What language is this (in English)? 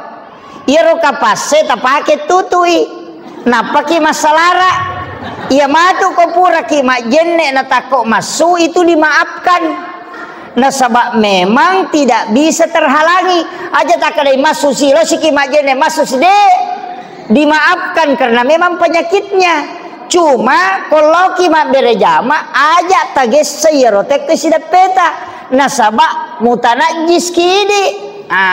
Buginese